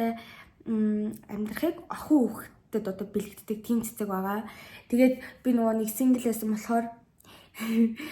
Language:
Mongolian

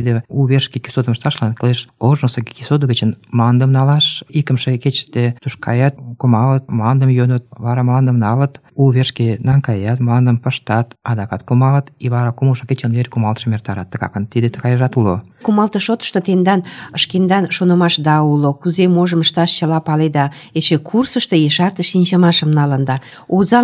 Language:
Mari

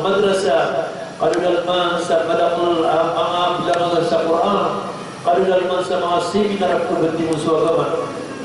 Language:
Maranao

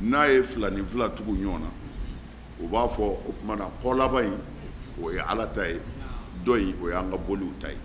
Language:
Bambara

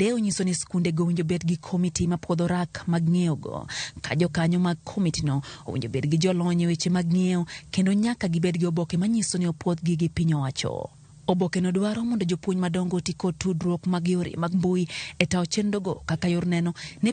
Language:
Luo (Kenya and Tanzania)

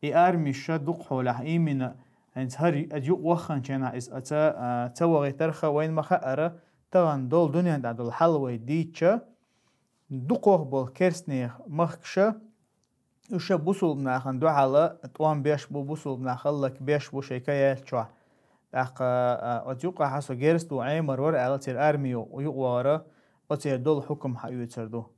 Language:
Chechen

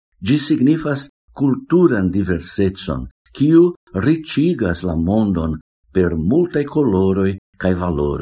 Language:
Esperanto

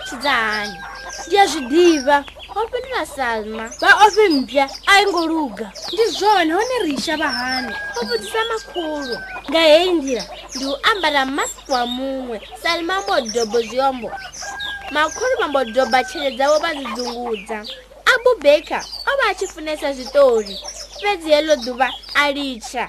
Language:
Venda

